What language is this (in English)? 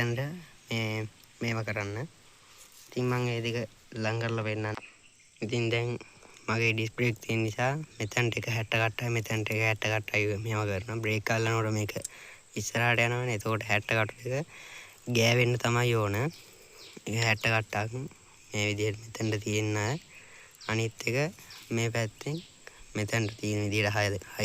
Sinhala